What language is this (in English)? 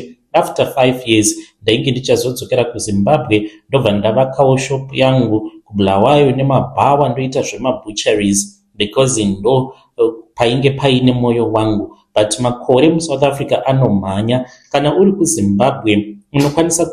Shona